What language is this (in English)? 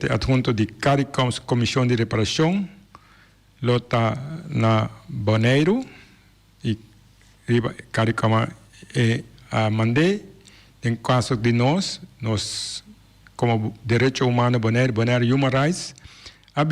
Papiamento